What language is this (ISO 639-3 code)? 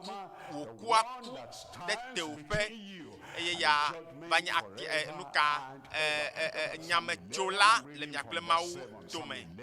ewe